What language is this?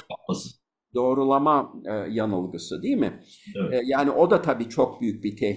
Turkish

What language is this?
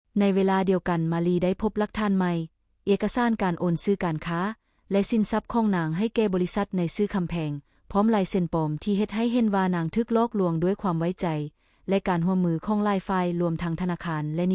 Lao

